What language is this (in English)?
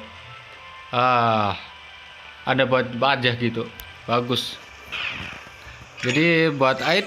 Indonesian